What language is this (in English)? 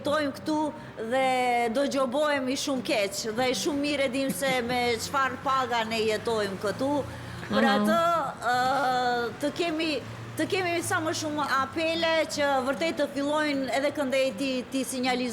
Albanian